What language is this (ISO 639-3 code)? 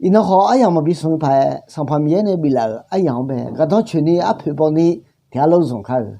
ahk